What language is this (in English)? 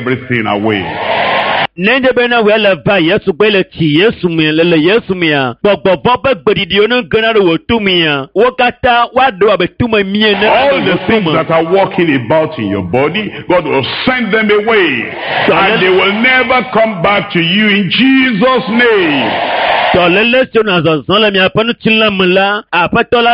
Ewe